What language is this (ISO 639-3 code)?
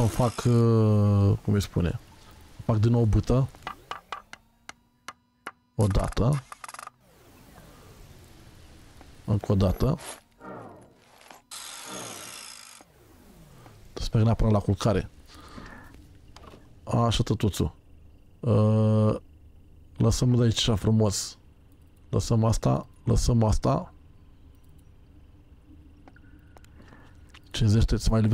ron